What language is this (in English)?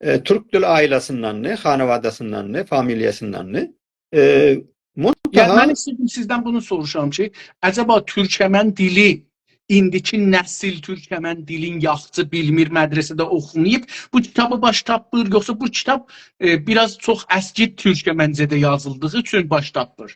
South Azerbaijani